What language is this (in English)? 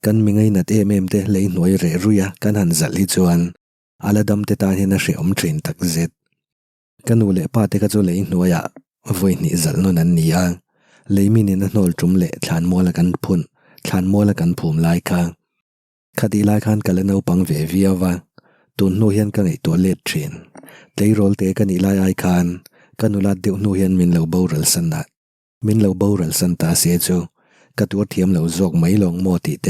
Mizo